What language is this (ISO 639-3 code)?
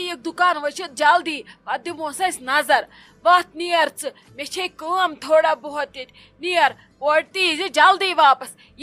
kas